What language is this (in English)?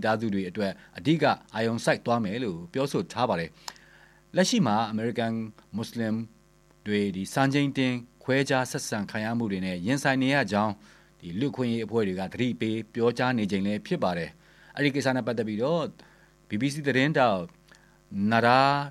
Burmese